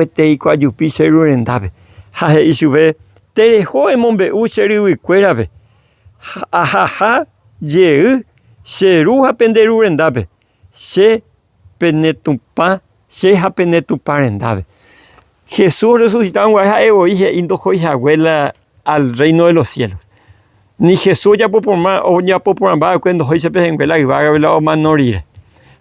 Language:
Guarani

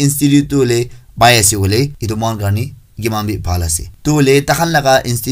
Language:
Naga Pidgin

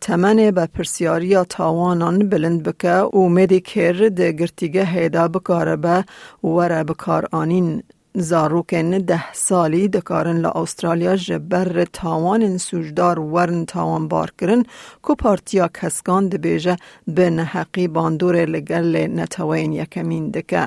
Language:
Kurdish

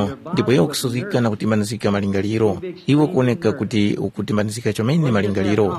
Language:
Tumbuka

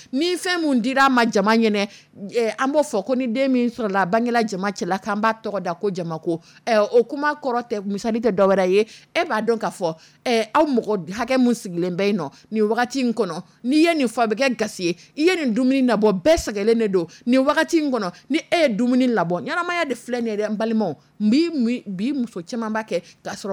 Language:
Dyula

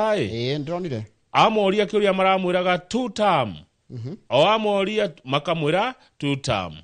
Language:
Kikuyu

